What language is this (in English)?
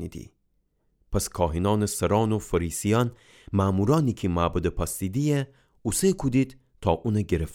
Gilaki